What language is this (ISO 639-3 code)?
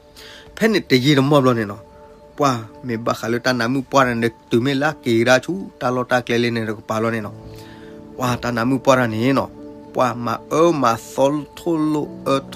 ksw